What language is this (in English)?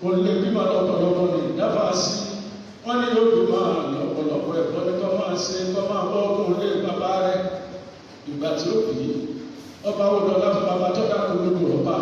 Yoruba